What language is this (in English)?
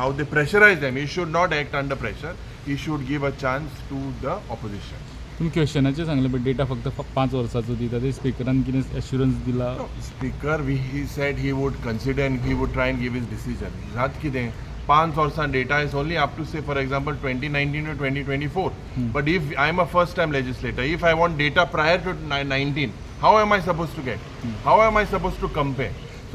Konkani